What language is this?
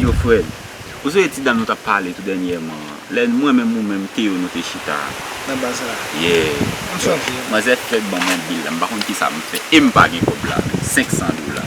Haitian Creole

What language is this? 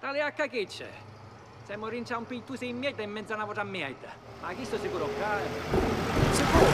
Sicilian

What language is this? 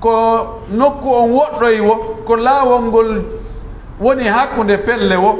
Fula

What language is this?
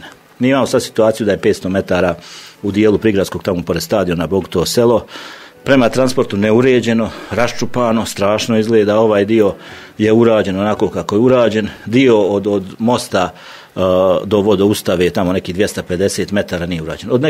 Bosnian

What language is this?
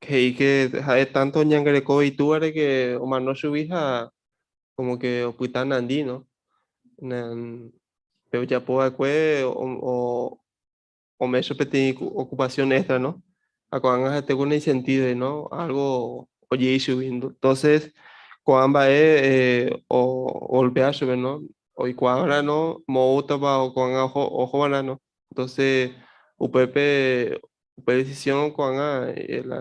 Guarani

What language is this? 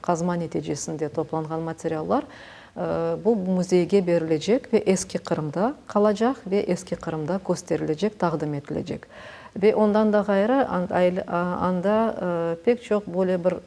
Crimean Tatar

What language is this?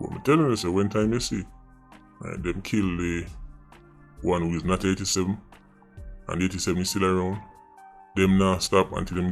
Jamaican Creole English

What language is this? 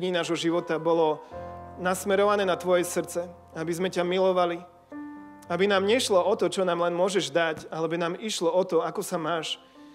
Slovak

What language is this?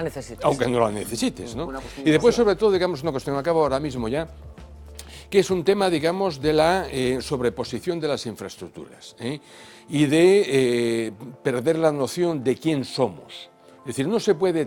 Spanish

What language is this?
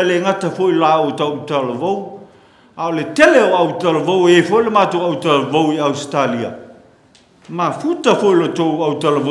Samoan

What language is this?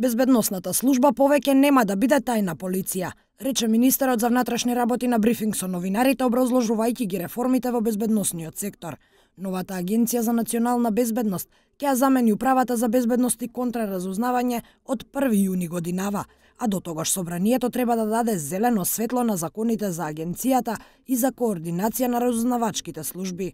Macedonian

